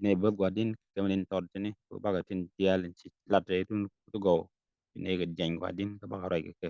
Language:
Nuer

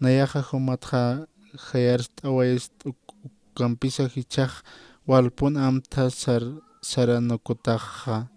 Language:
Aymara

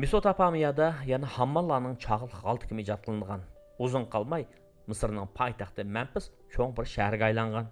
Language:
Uyghur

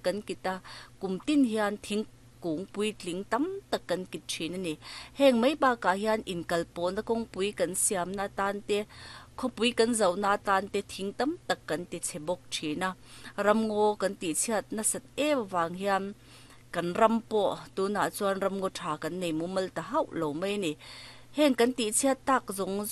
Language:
Mizo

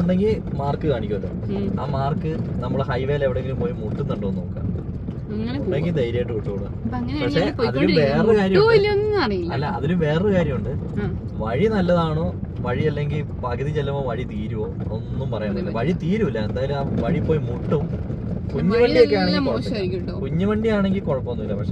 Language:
Malayalam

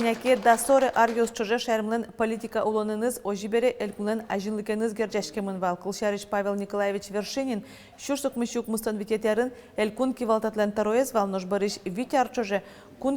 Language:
Udmurt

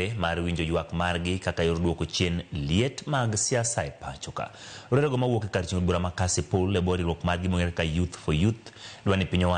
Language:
Luo (Kenya and Tanzania)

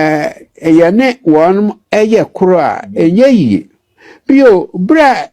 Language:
Akan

